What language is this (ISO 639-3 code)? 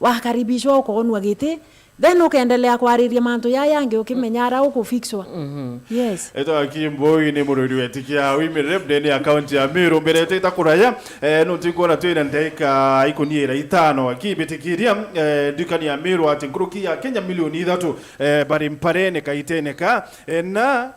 mer